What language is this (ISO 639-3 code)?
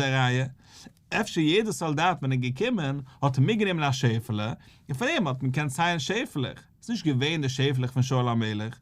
yid